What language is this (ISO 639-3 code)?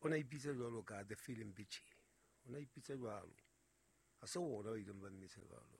sot